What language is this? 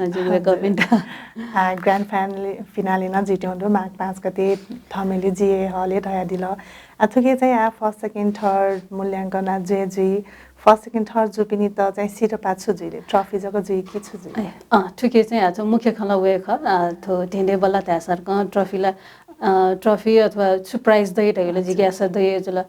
Newari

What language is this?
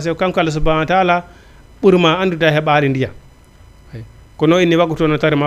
Fula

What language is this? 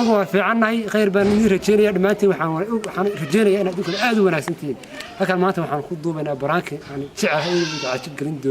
Somali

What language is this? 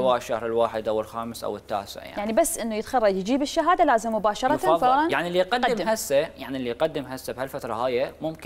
Mesopotamian Arabic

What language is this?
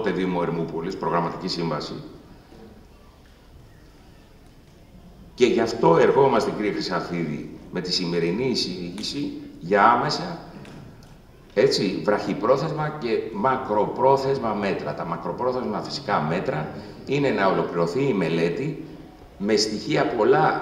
Greek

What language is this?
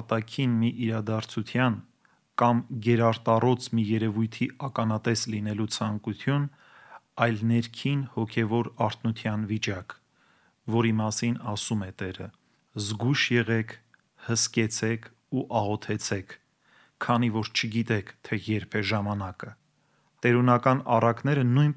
Armenian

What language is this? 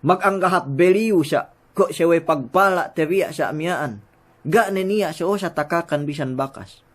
Yakan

